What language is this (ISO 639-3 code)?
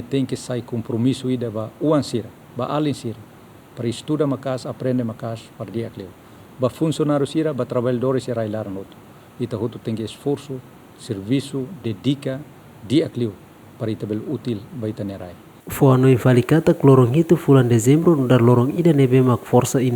tet